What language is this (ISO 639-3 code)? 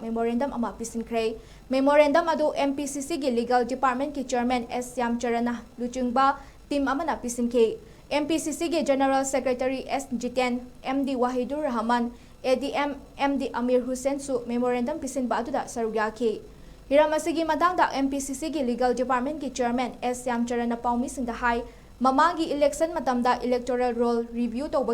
mni